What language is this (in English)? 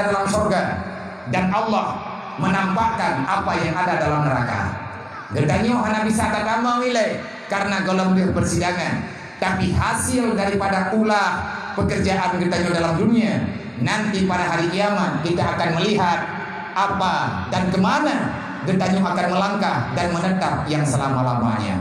Achinese